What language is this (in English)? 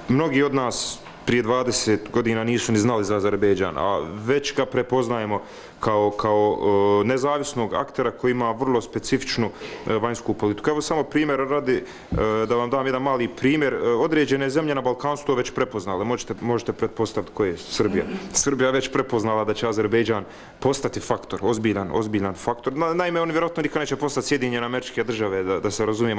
Bosnian